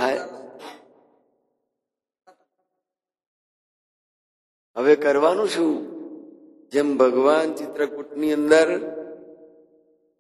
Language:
Gujarati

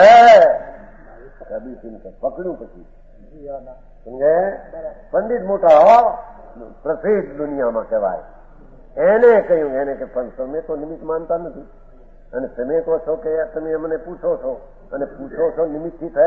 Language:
Gujarati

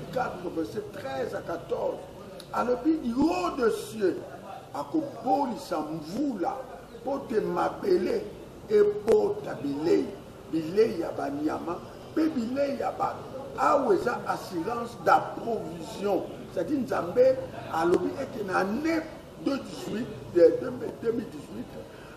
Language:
Lingala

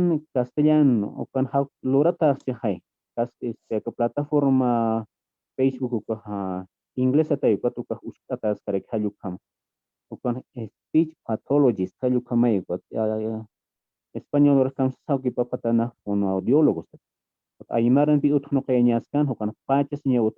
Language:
Aymara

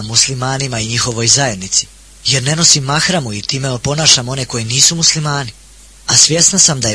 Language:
Bosnian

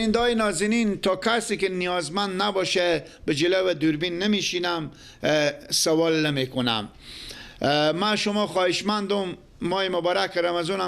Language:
Persian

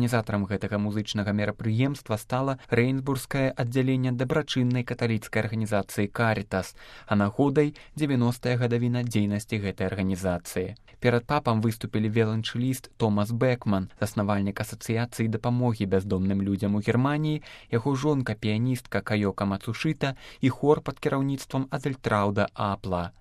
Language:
Belarusian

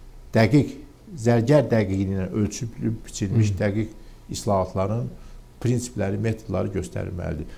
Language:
Azerbaijani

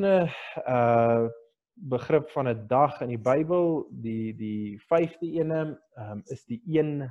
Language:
Afrikaans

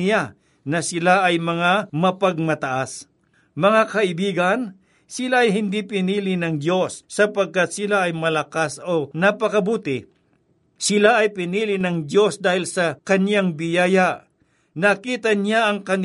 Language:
Filipino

